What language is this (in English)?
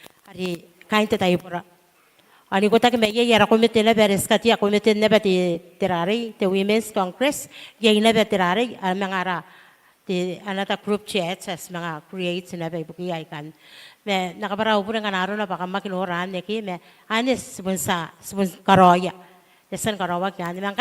Gilbertese